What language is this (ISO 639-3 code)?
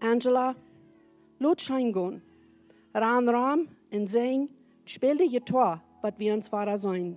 pdt